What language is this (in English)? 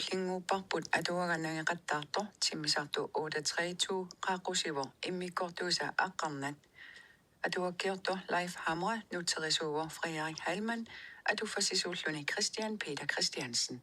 Kalaallisut